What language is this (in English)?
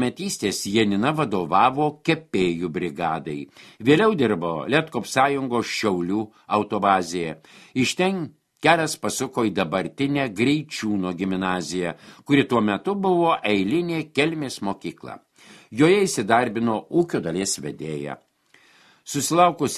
Lithuanian